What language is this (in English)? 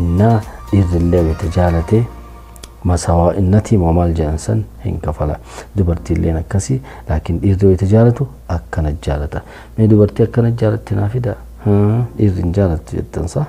Oromo